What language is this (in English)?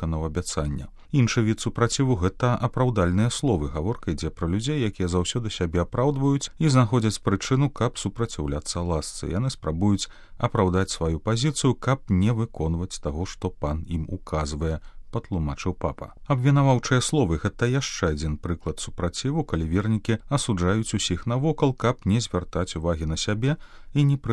Belarusian